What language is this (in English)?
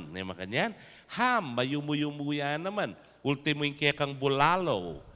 Pampanga